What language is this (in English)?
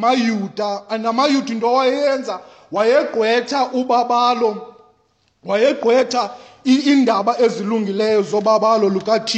Xhosa